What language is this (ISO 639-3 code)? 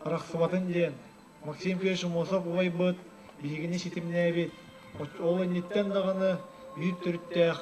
sah